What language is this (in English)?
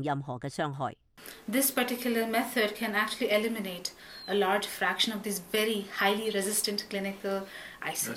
Cantonese